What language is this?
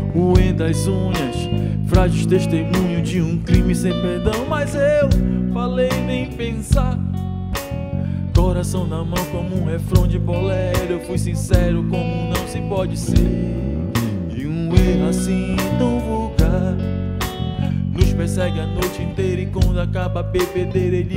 Portuguese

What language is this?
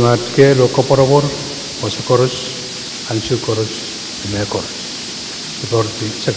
Pohnpeian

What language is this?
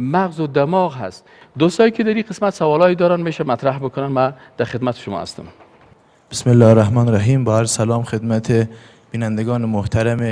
Persian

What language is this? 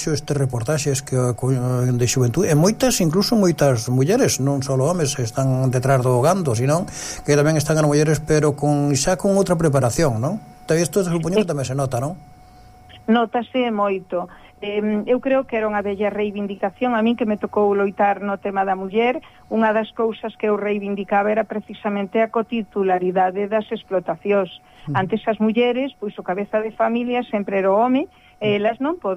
Galician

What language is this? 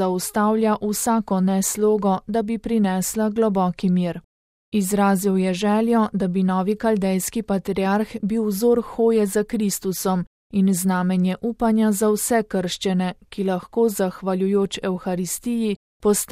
Slovenian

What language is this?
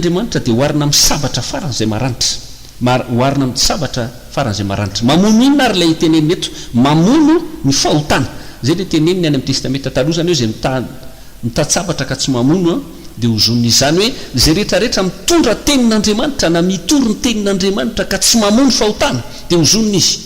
Malagasy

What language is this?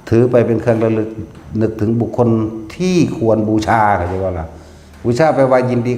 Northeastern Thai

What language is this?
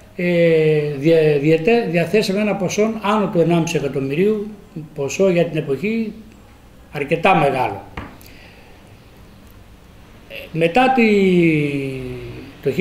Greek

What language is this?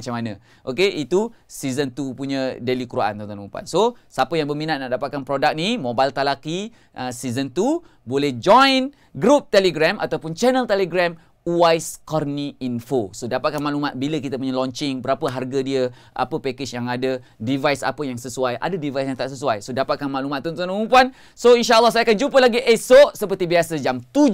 Malay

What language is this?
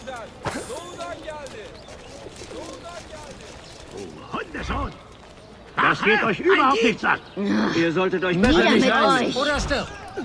Bavarian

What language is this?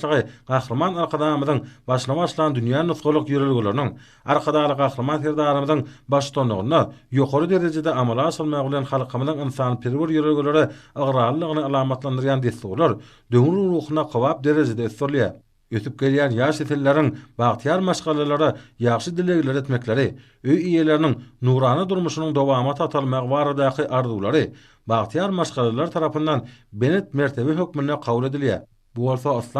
Turkmen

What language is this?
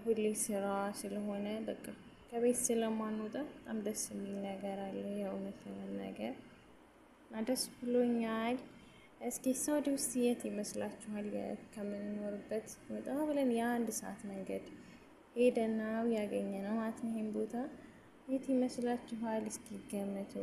Amharic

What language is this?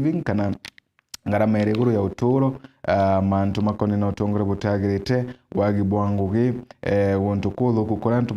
Meru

